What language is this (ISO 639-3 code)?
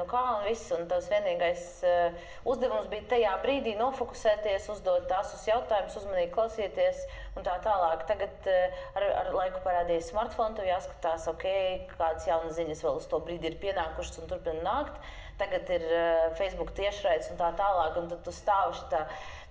lav